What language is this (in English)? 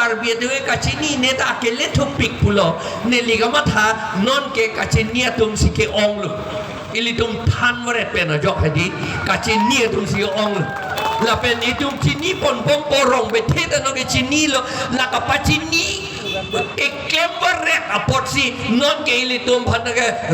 Karbi